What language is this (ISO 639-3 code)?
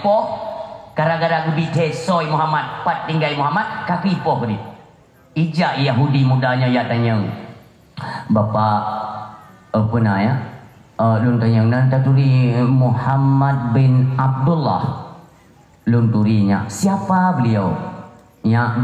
ace